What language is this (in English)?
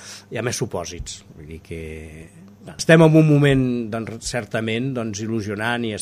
Catalan